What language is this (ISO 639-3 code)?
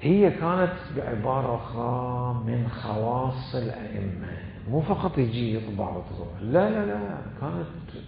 acm